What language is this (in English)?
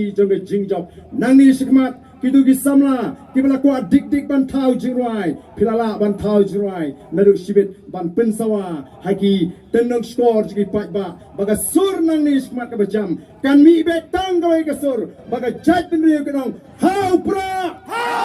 Khasi